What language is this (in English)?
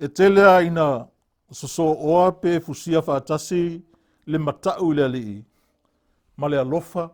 Samoan